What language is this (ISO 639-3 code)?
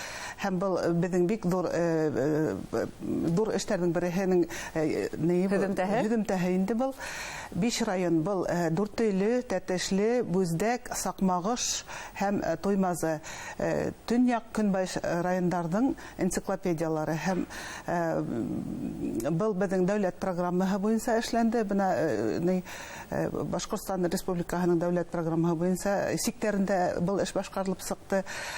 bak